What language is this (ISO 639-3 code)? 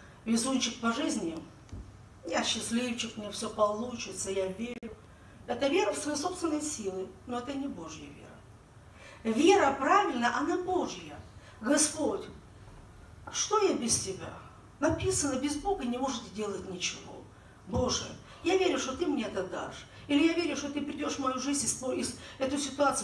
rus